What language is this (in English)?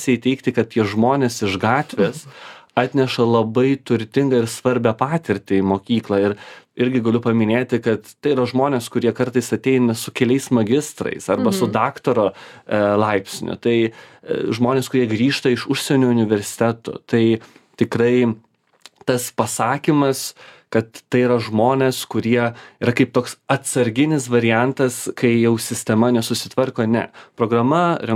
Lithuanian